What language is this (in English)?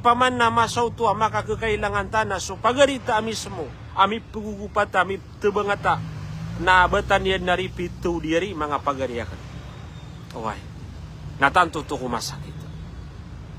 Maranao